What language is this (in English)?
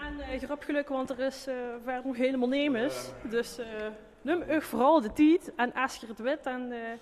Limburgish